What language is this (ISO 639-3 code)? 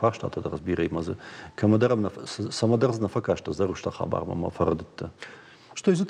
oss